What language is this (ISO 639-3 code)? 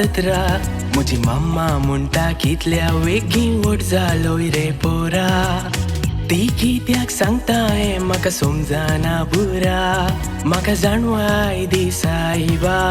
kok